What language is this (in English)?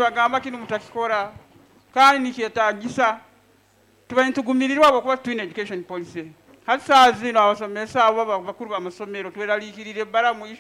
Nyoro